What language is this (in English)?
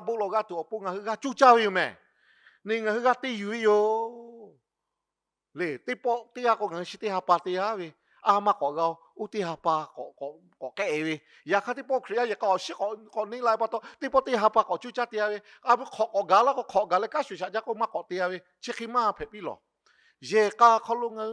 Lahu